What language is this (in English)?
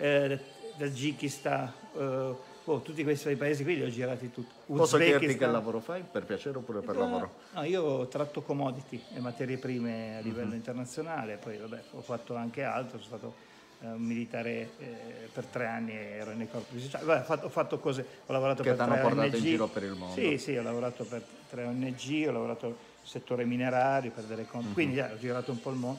Italian